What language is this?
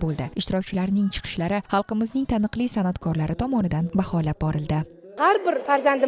Uzbek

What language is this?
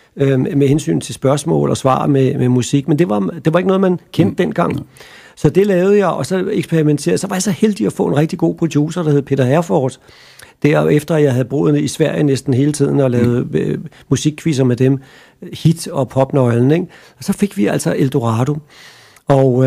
Danish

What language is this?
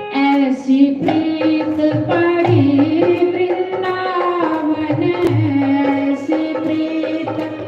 Dogri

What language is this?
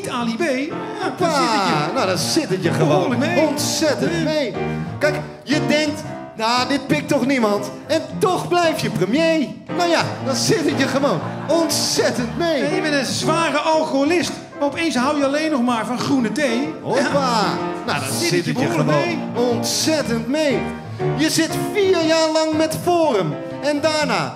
Dutch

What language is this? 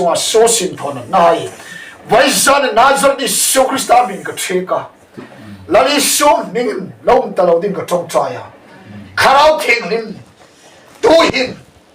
Hmar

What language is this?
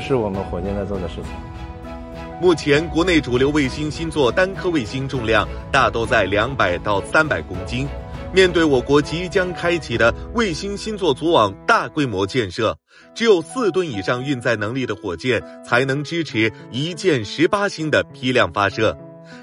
Chinese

